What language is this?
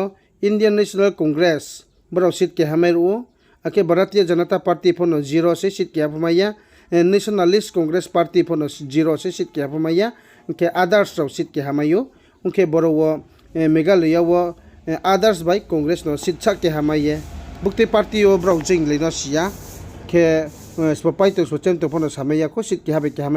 Riang (India)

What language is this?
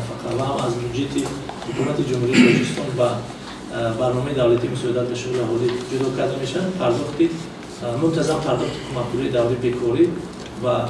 Tajik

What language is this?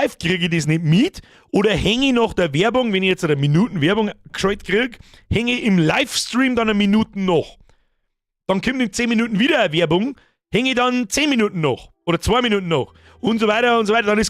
Bavarian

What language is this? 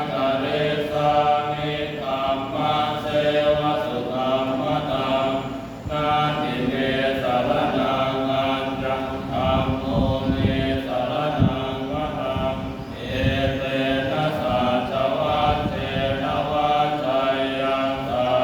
Pali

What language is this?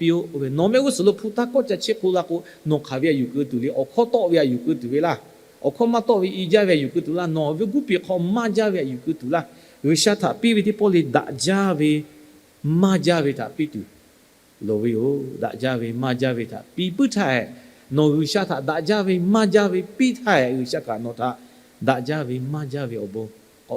Lahu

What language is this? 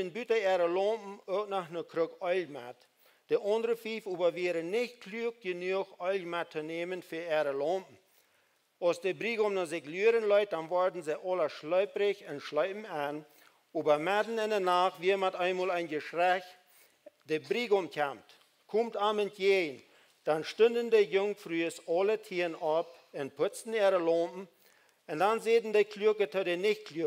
Plautdietsch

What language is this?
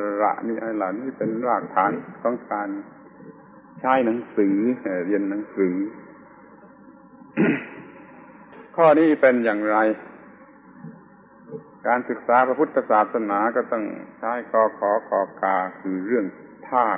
Thai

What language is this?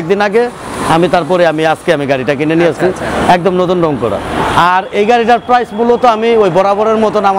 Bangla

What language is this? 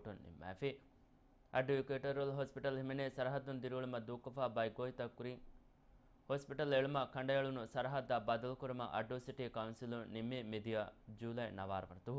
Divehi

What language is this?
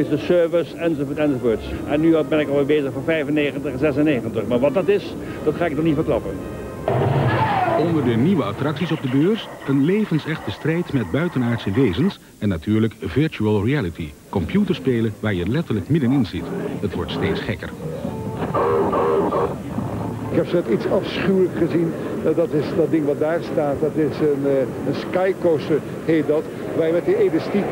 Dutch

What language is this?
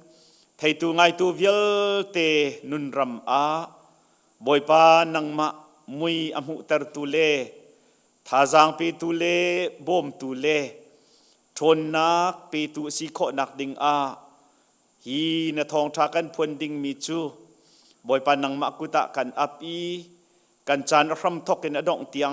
Hakha Chin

